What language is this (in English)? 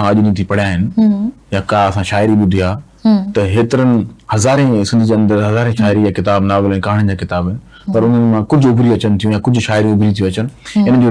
Sindhi